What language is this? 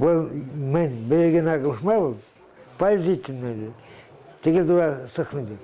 Chuvash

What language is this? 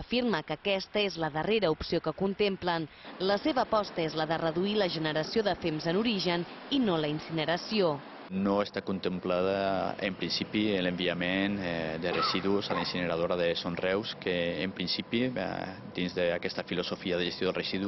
Catalan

